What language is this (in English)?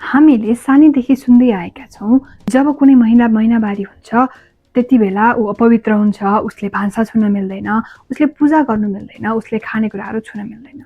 Nepali